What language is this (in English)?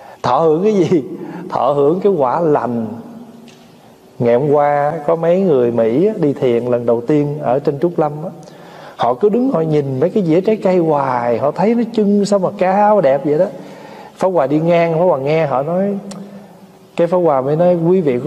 Vietnamese